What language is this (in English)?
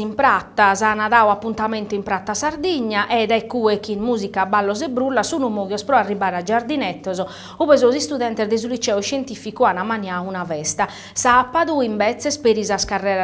Sardinian